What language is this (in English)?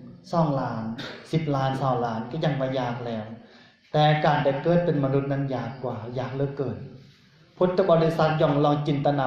Lao